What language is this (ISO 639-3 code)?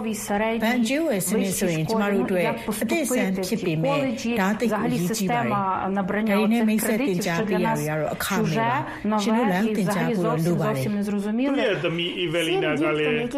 mya